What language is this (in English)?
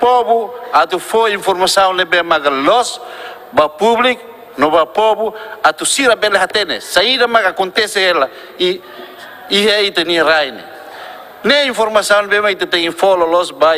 Tetum